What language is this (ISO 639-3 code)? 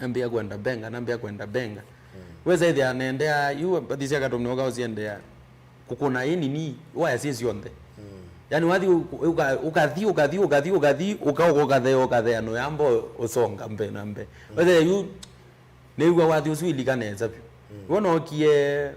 kam